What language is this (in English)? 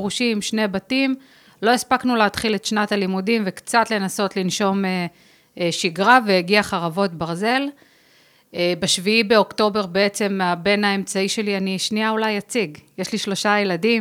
Hebrew